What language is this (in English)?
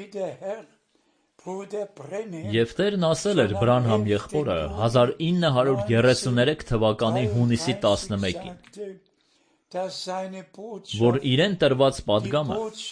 Armenian